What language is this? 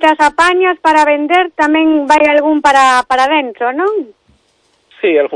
Galician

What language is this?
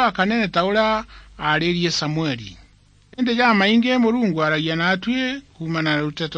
Meru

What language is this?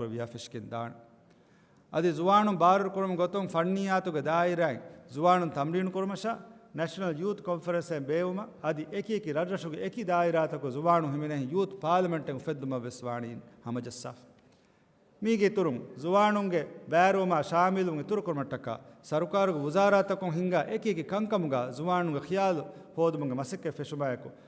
Divehi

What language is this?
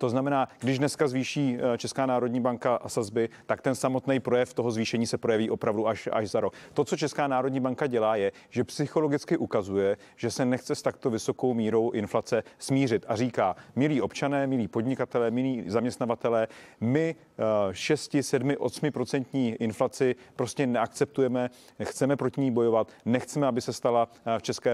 Czech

